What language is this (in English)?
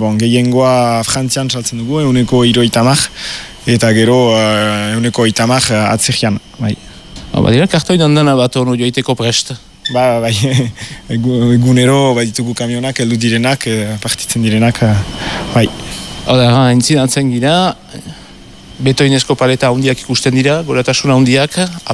Basque